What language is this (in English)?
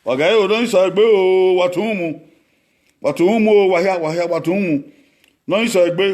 Bini